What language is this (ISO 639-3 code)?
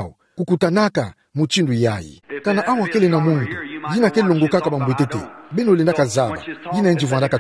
ktu